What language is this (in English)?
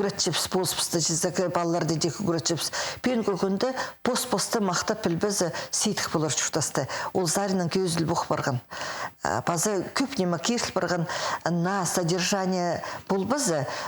Khakas